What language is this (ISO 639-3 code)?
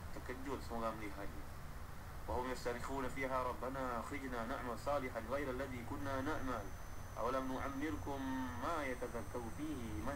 msa